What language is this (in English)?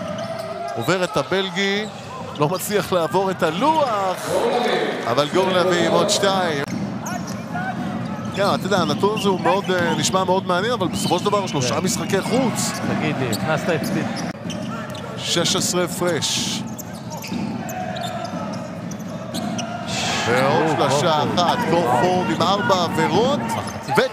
Hebrew